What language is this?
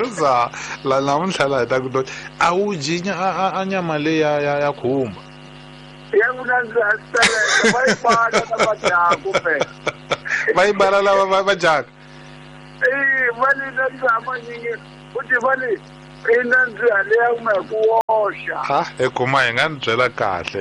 Tsonga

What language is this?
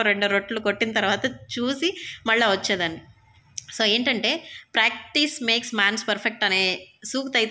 Telugu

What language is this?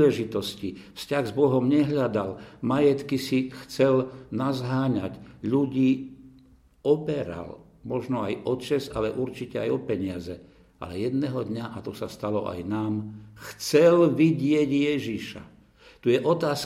Slovak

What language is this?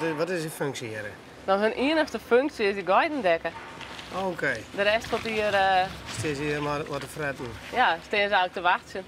Western Frisian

